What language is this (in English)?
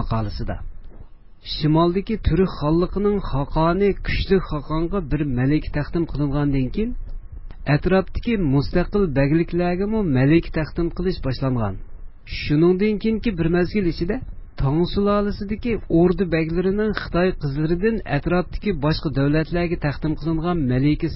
Uyghur